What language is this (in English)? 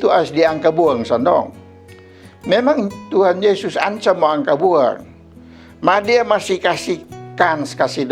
Kupang Malay